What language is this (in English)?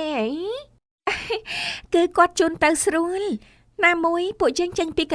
Khmer